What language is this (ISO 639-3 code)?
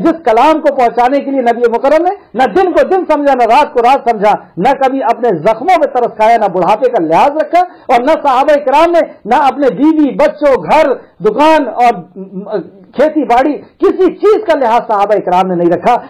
urd